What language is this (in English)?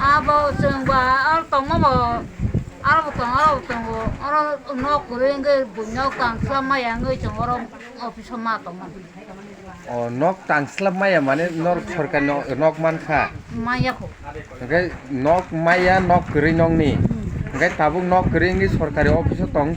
Kok Borok